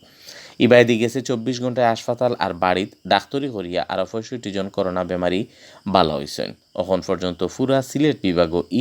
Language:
Sylheti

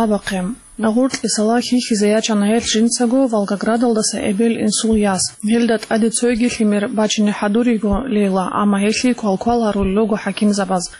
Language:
Avaric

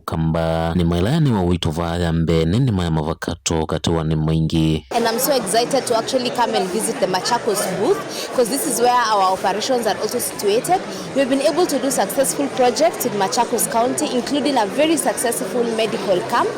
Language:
Kamba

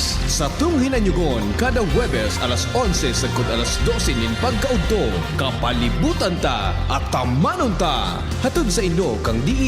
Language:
Bikol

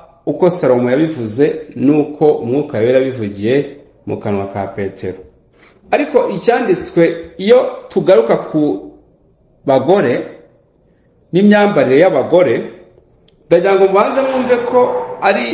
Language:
Kinyarwanda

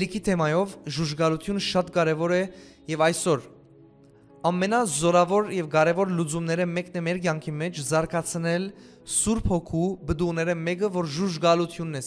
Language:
Western Armenian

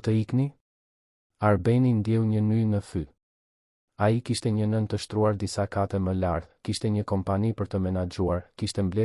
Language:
Albanian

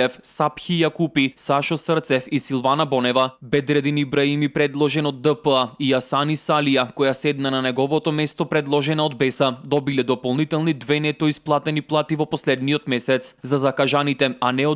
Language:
Macedonian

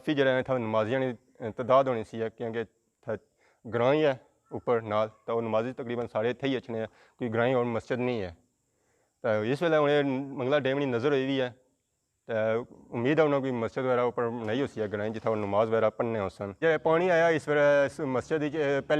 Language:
Pahari-Potwari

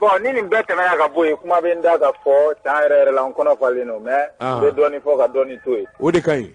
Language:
Bambara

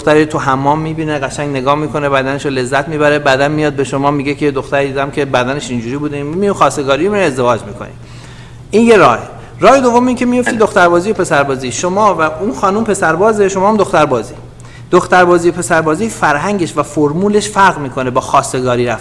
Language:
Persian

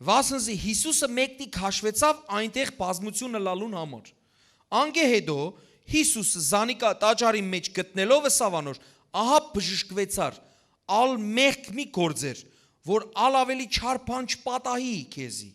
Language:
Western Armenian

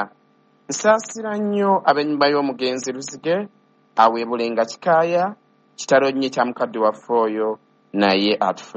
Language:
Ganda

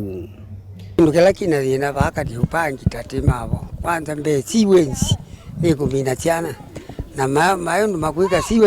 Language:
Kamba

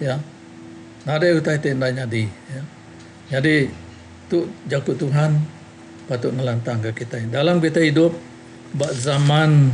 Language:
Iban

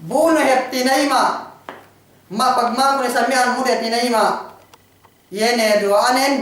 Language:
Yakan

